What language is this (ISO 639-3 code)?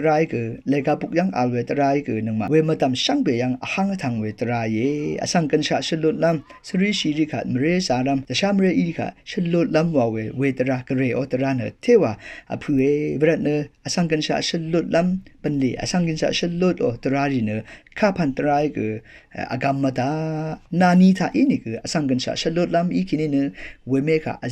raw